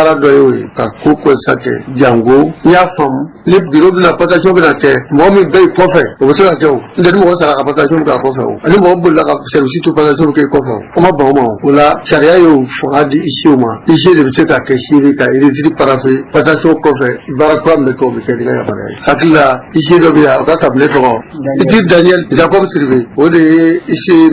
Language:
Bambara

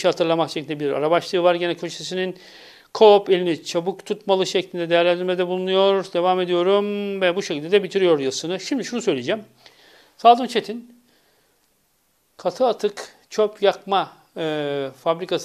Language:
Turkish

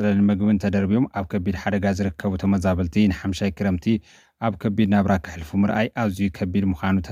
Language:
Tigrinya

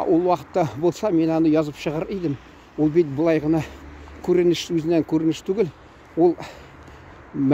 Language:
Tatar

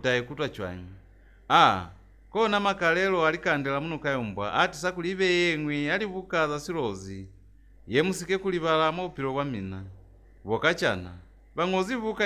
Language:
Lozi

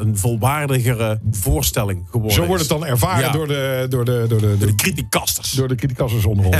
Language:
Dutch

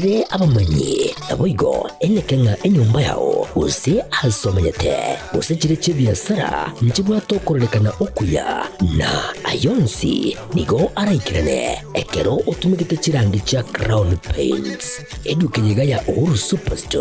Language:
Gusii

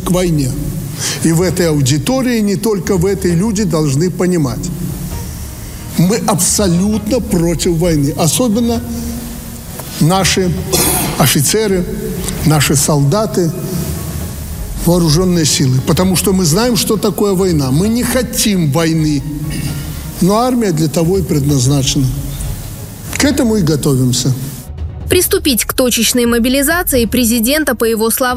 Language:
Russian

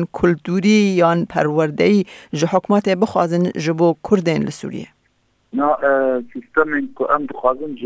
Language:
Kurdish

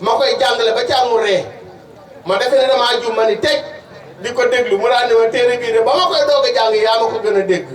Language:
Wolof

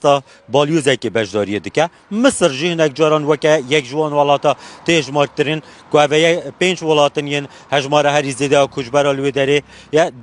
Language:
Kurdish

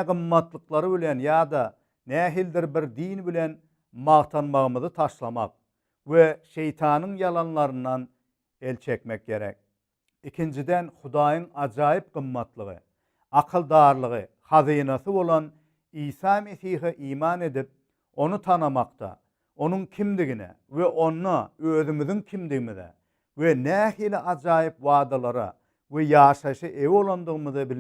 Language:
Turkmen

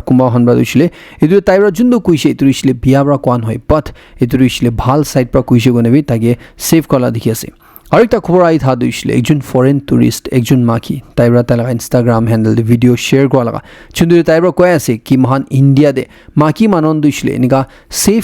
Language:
Naga Pidgin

